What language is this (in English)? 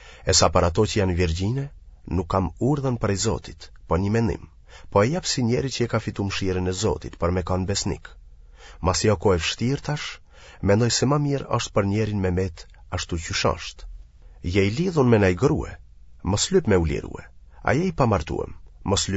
Albanian